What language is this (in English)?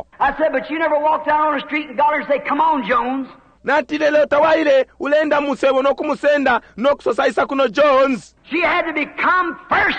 Bemba